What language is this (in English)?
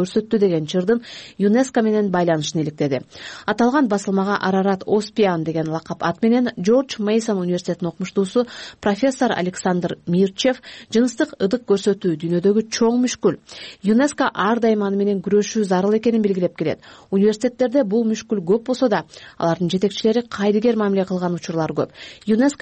Kyrgyz